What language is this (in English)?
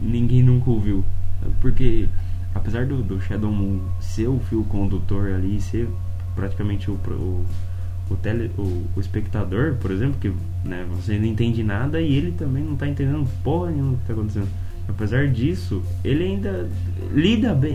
Portuguese